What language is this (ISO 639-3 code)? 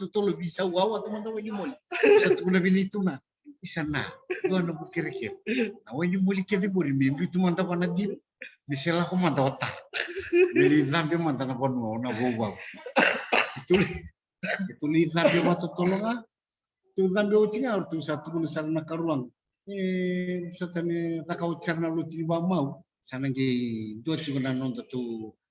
fij